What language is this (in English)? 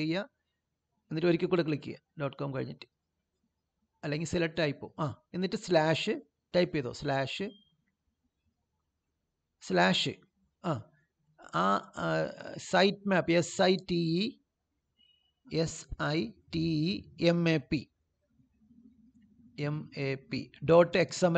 Malayalam